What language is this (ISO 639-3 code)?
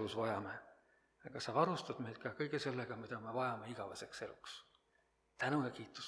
est